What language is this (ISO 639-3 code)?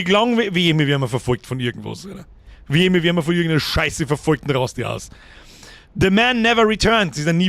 bar